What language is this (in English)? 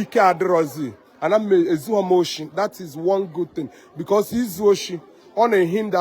Igbo